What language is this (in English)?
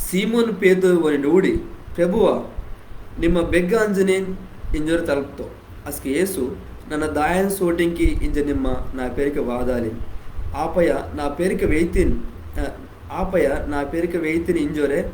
Koya